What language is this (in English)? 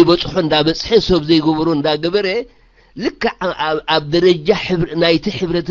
Tigrinya